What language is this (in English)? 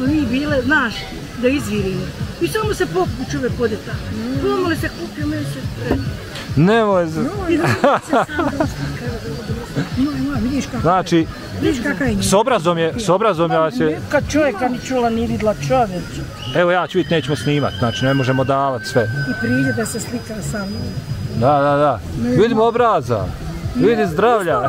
Bosnian